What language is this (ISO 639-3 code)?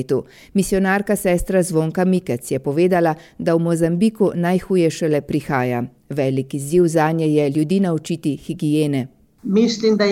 slv